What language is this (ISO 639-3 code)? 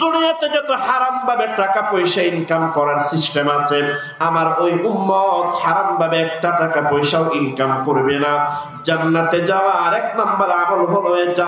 rhg